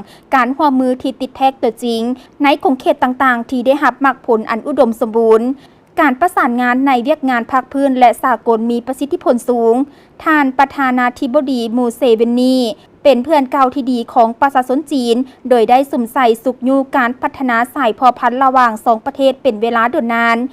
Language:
Lao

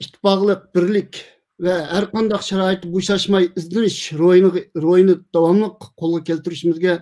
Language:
Uyghur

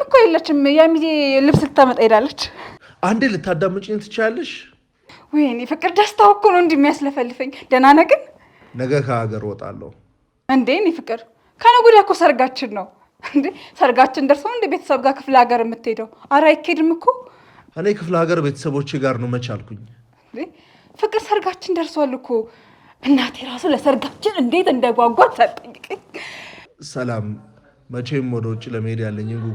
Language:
Amharic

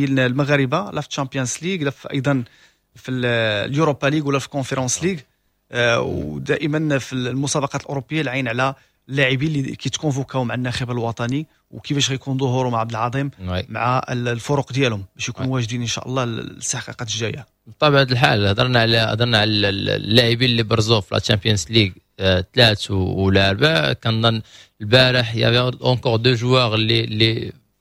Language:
Moroccan Arabic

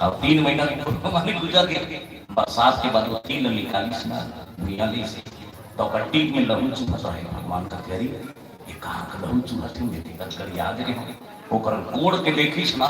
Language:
Chhattisgarhi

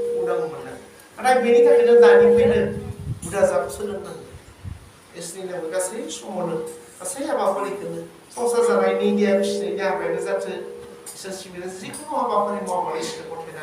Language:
Bodo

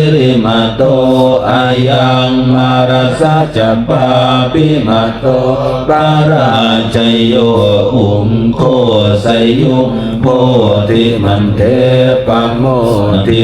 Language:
Pali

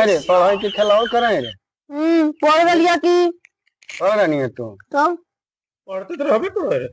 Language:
Magahi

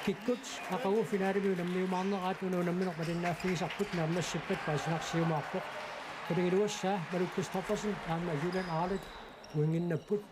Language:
Kalaallisut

